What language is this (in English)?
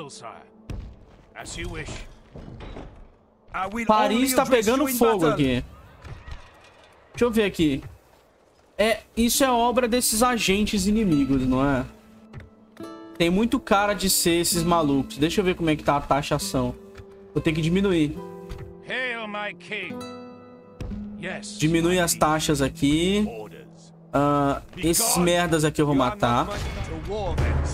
Portuguese